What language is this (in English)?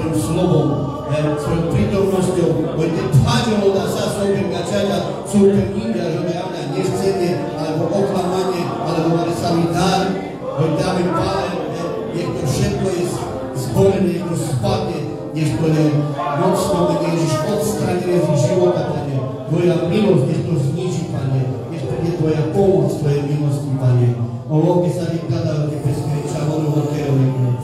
Slovak